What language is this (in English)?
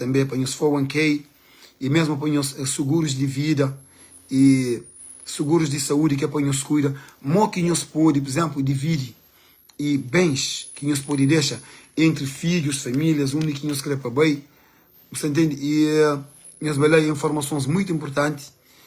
Kabuverdianu